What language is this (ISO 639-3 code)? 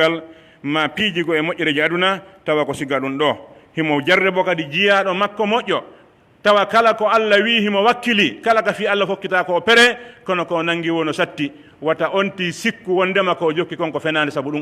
fuf